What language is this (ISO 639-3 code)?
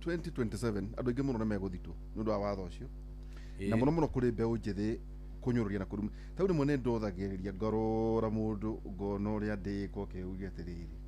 kik